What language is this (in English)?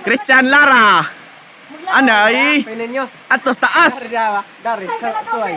Cebuano